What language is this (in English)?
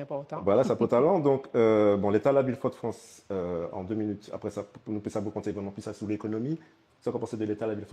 Guadeloupean Creole French